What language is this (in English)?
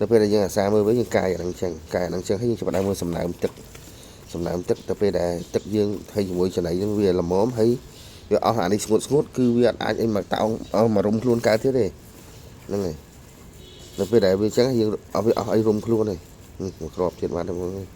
Khmer